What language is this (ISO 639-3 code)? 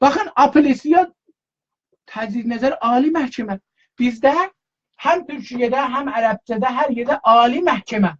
azb